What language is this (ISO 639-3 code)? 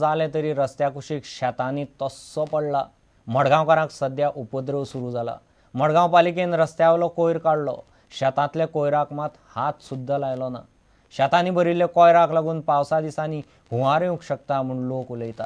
kok